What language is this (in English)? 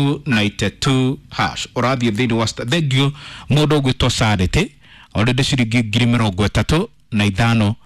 Kikuyu